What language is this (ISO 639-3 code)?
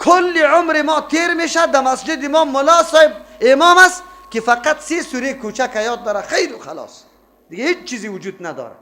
fas